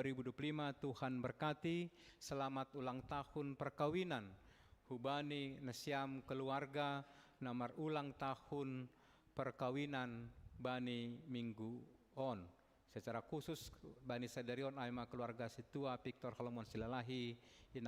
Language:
Batak Simalungun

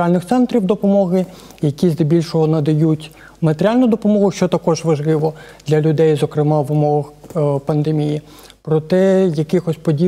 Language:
Ukrainian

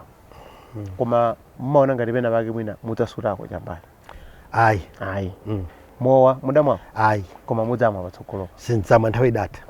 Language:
Nyanja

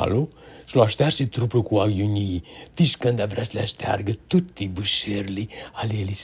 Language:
Aromanian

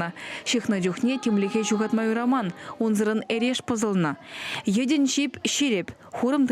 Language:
Chuvash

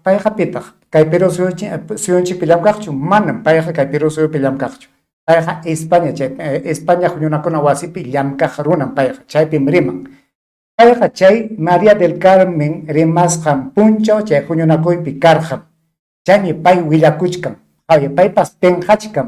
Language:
Ayacucho Quechua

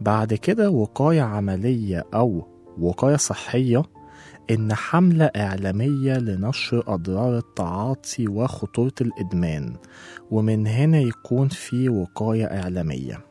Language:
Egyptian Arabic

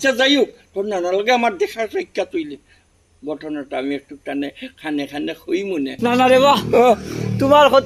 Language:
Sylheti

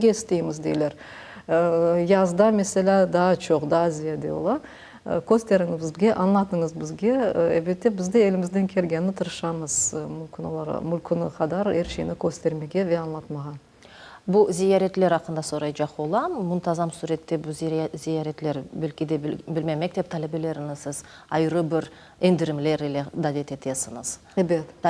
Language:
Crimean Tatar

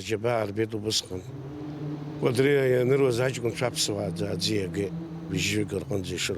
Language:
Abkhazian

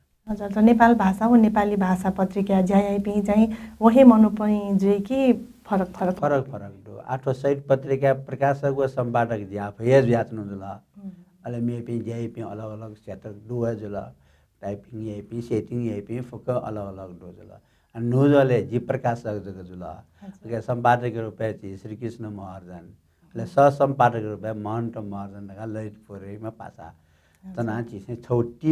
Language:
Newari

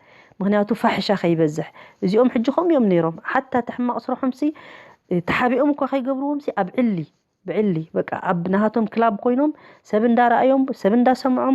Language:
Tigrinya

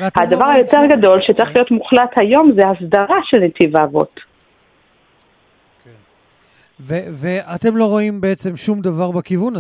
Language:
Hebrew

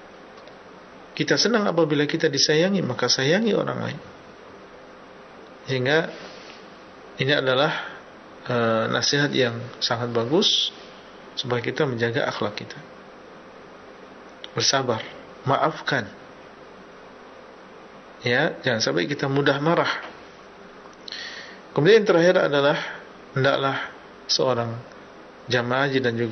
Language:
Indonesian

